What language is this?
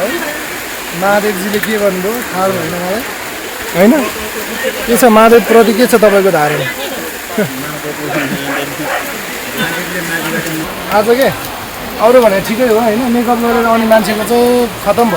Nepali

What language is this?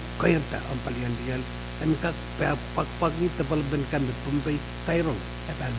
Pohnpeian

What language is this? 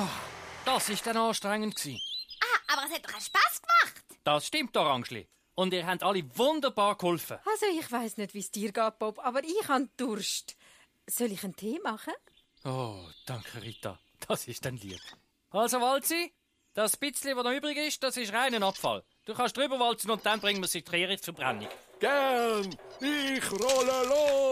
Swiss German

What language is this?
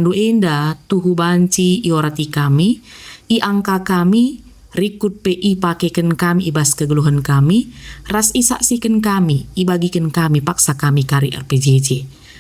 Batak Karo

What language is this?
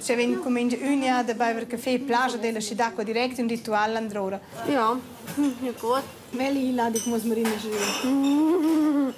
Romansh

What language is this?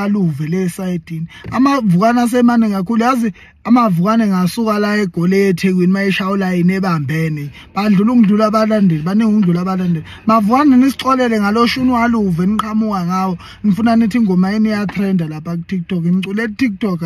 Zulu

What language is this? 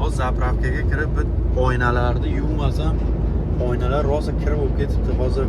Uzbek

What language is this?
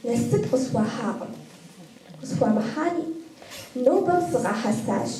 Kabardian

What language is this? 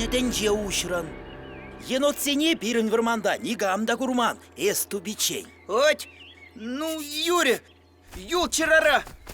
Chuvash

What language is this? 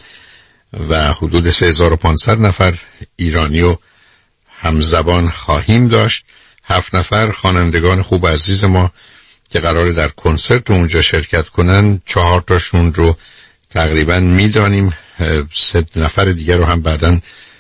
Persian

